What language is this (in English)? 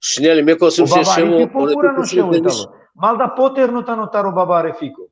Balkan Romani